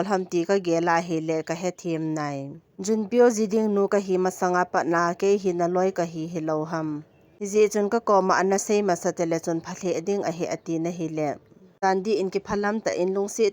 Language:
Thado Chin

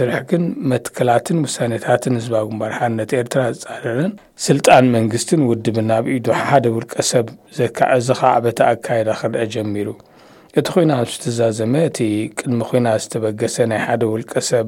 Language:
Tigrinya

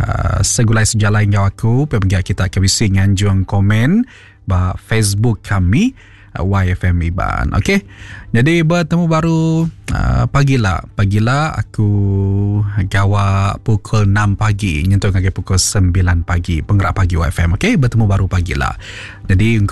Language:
Iban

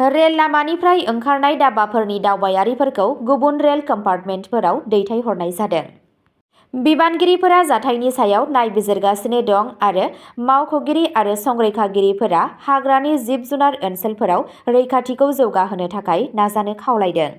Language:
Bodo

